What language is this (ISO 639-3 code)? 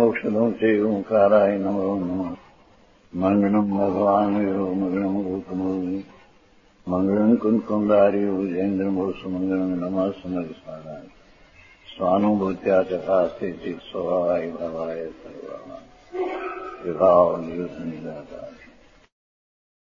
guj